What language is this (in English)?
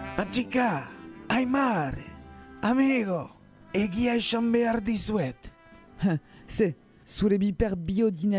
Basque